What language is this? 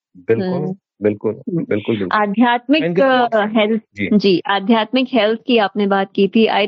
Hindi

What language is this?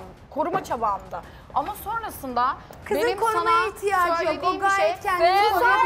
Turkish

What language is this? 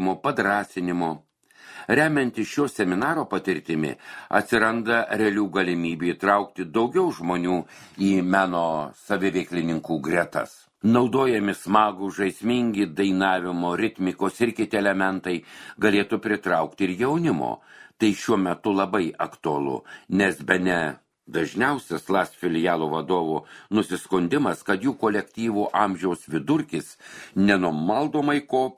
Lithuanian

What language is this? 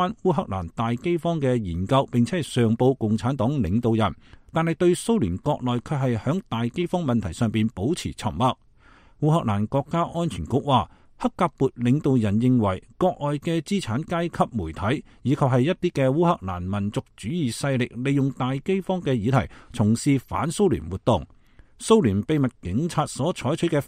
Cantonese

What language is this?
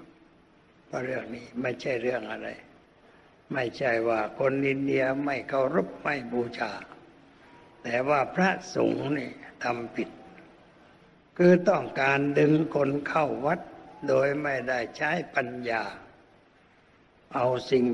Thai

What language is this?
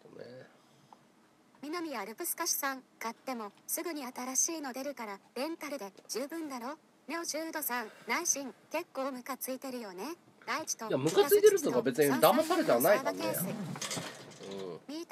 Japanese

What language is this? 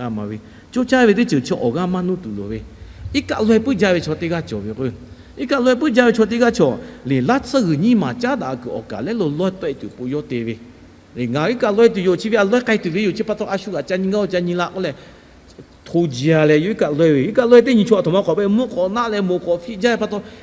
Lahu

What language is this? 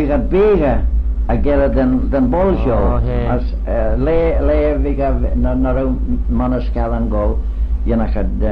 Manx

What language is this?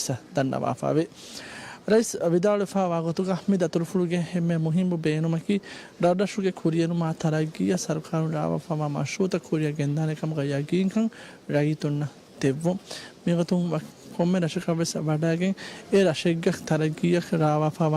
Divehi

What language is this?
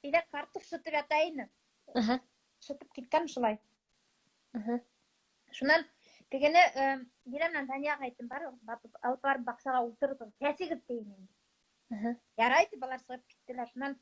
Bashkir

